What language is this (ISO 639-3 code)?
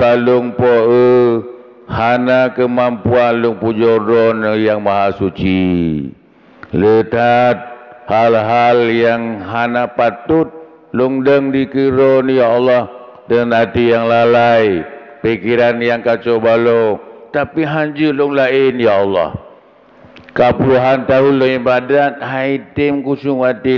ace